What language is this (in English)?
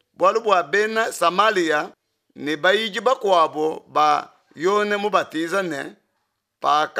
Luba-Lulua